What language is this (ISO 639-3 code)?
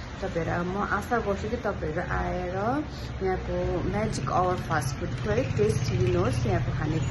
nep